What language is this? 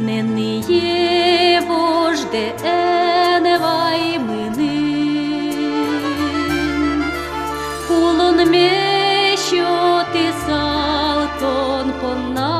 Udmurt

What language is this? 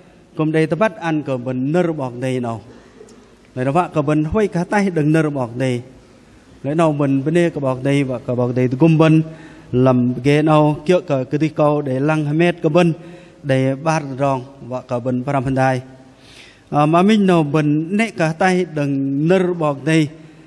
Bahnar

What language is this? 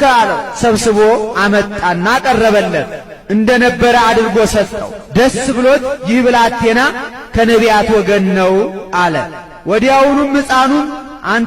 Amharic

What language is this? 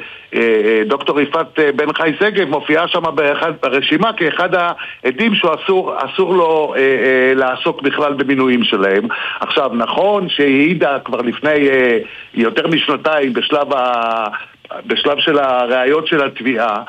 Hebrew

